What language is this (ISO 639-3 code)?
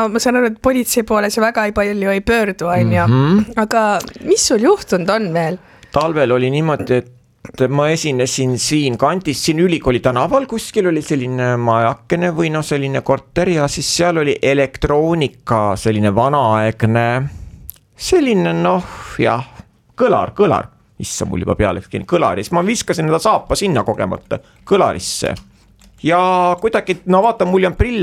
est